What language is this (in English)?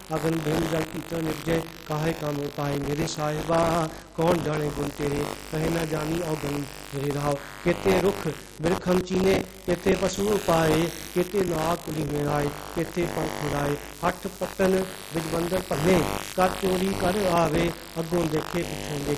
Punjabi